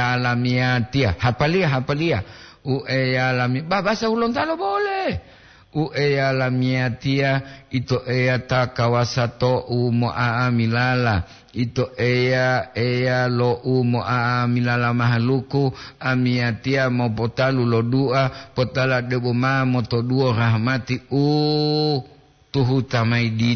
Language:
Gorontalo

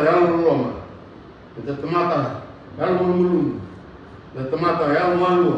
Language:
Fijian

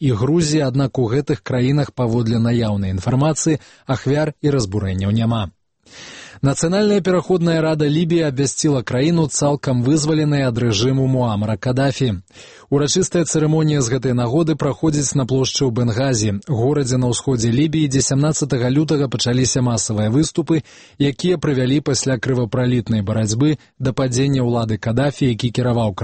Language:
Belarusian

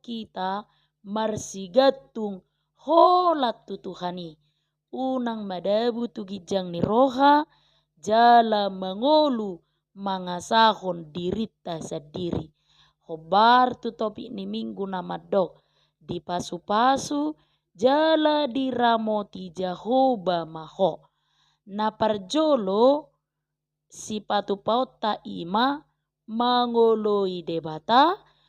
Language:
Batak Toba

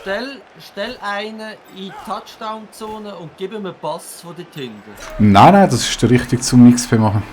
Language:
Swiss German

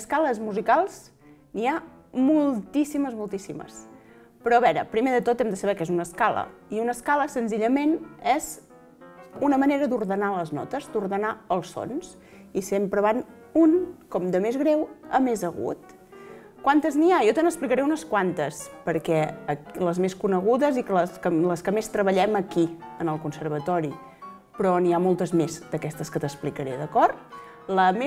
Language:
Catalan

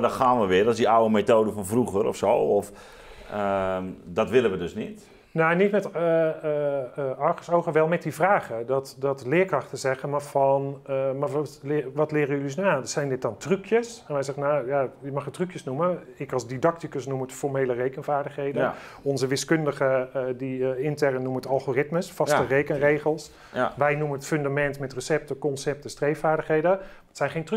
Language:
Dutch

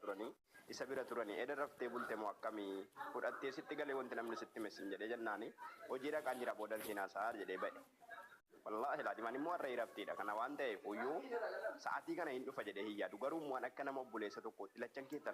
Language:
Oromo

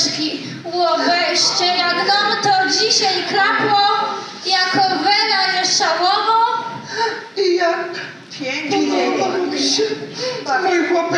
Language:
Silesian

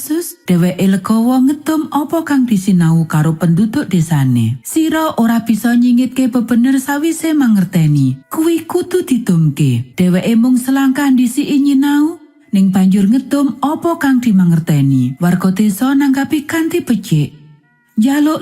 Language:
Javanese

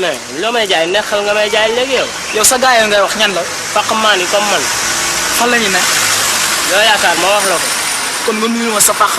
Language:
Wolof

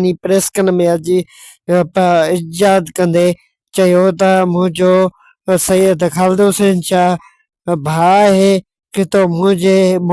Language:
Sindhi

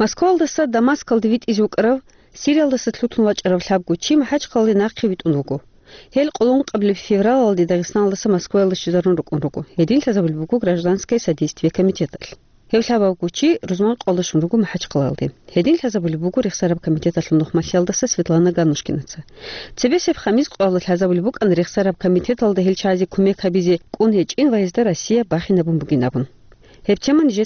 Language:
Avaric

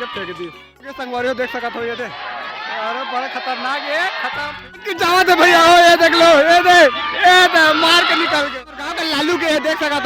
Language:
Chhattisgarhi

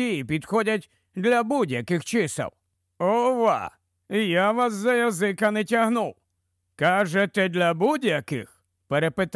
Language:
Ukrainian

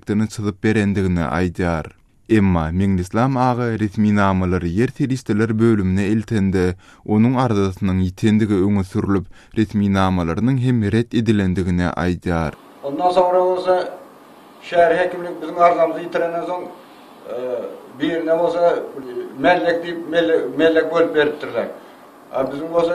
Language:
Turkmen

